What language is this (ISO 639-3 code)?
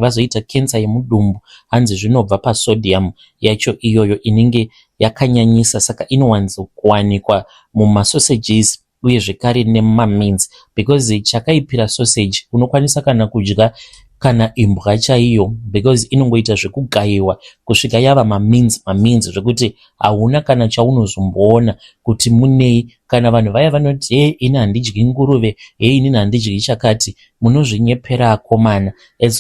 sna